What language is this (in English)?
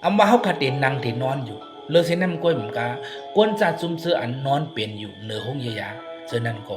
Shan